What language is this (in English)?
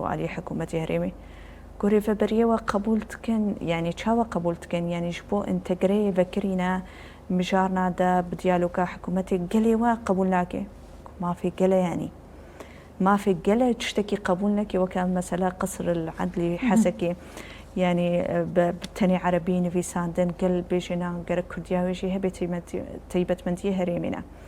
Kurdish